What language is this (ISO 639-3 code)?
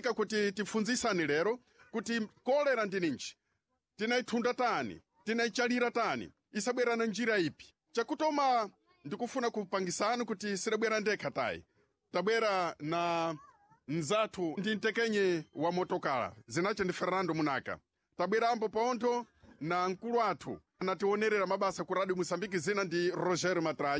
seh